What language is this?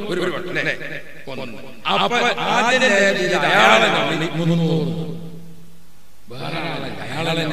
Malayalam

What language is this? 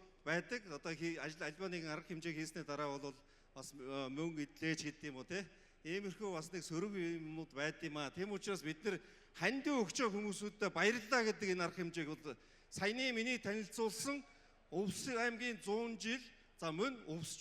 Mongolian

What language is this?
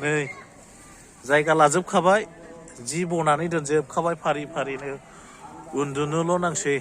Bodo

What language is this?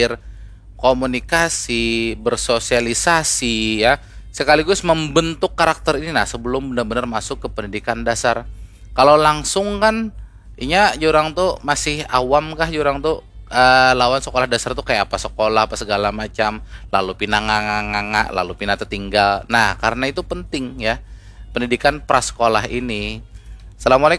Banjar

